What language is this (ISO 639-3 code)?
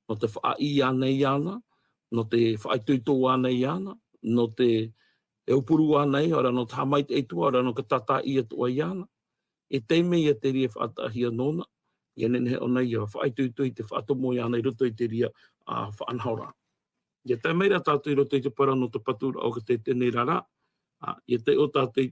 tah